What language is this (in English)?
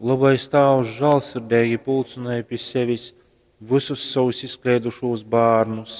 Latgalian